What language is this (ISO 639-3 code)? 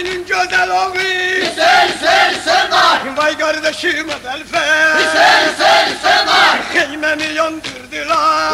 tur